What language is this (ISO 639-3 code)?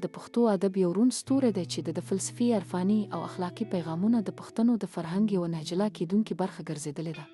pus